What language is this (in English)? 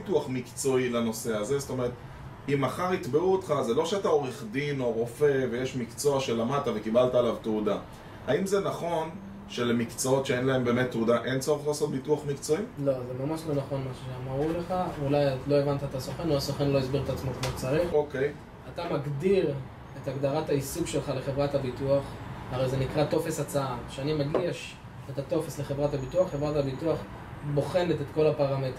Hebrew